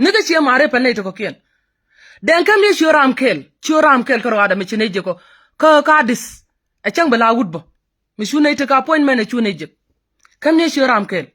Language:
Nuer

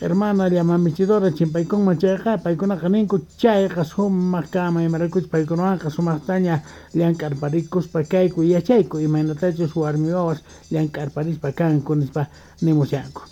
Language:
Quechua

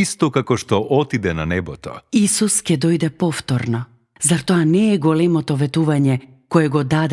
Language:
Macedonian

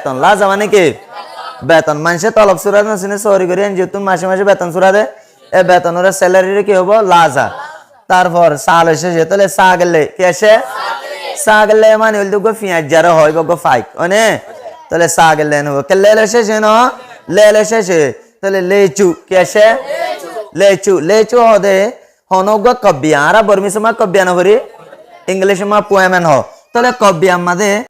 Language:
Rohingya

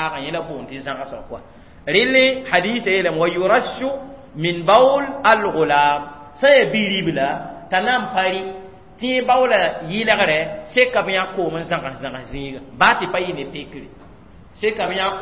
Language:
Mossi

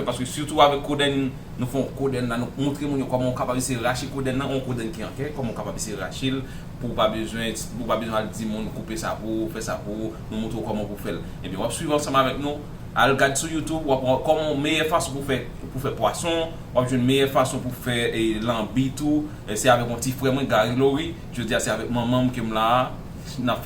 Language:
Haitian Creole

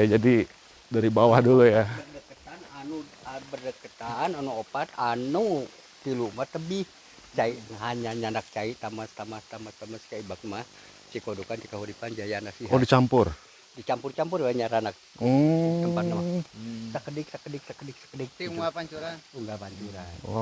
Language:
Sundanese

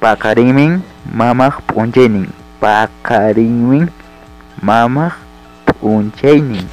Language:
Ayacucho Quechua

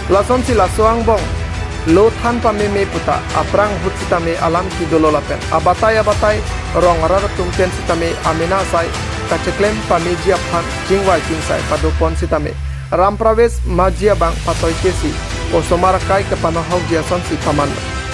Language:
Karbi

